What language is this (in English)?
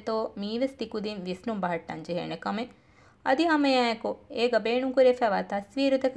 Divehi